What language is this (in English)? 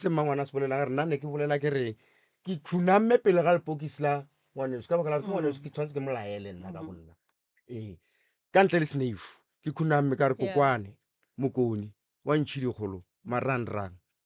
Northern Sotho